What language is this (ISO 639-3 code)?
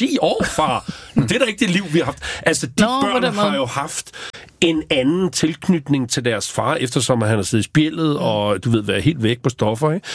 dan